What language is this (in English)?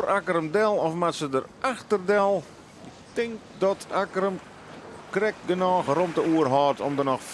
Western Frisian